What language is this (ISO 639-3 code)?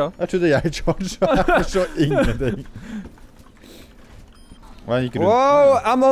nor